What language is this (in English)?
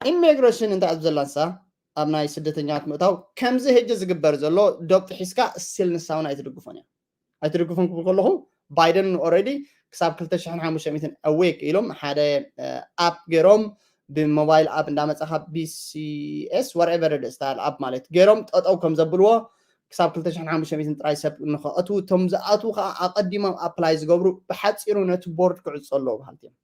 Tigrinya